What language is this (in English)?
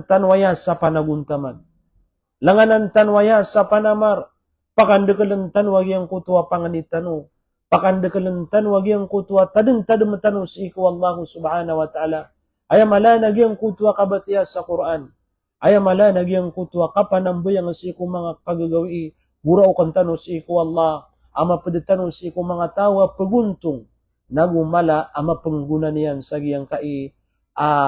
Maranao